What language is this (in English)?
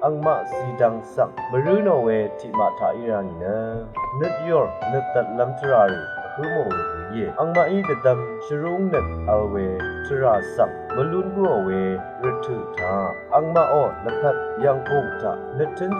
Rawang